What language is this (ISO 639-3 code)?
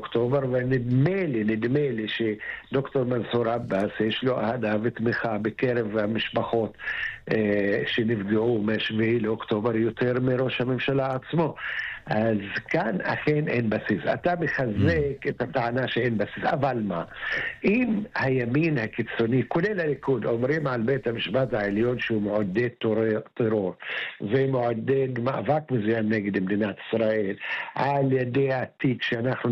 heb